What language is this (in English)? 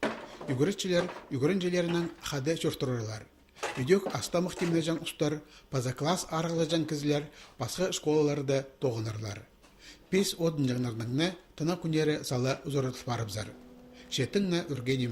Khakas